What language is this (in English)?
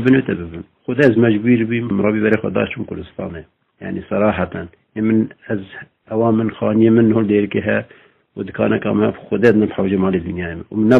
Kurdish